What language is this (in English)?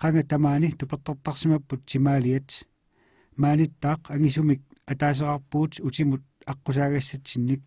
Kalaallisut